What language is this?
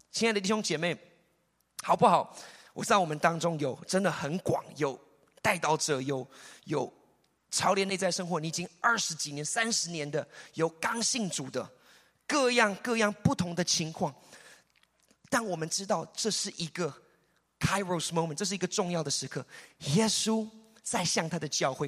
Chinese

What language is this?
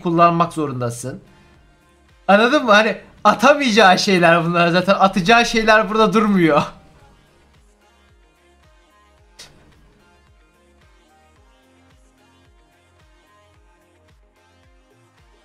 Turkish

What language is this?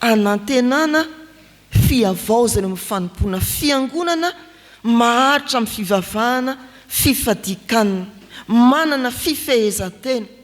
Malagasy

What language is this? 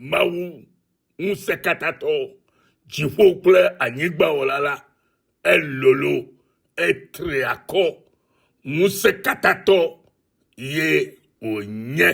Ewe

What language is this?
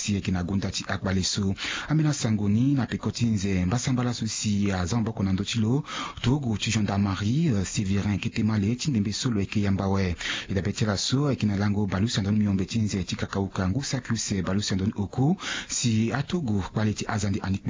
Sango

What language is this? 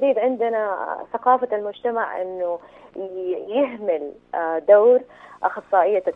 Najdi Arabic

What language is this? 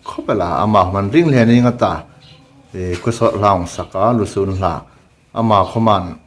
Hmar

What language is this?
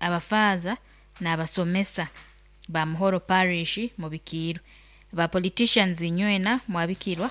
Nyoro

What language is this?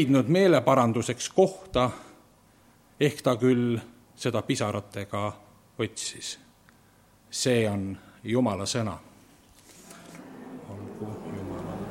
Estonian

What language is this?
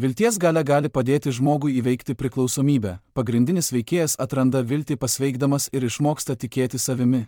Lithuanian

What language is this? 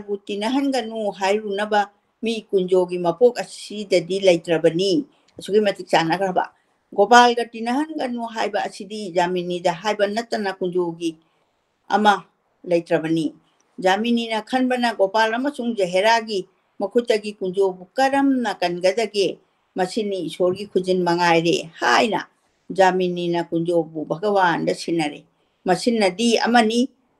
Manipuri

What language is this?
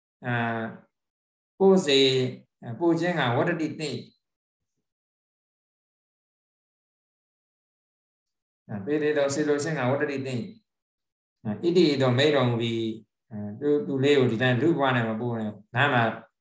Burmese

